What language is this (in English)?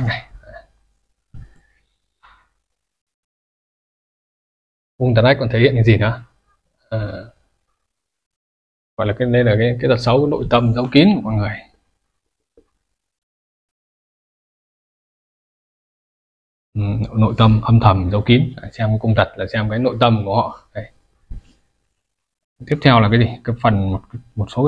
Vietnamese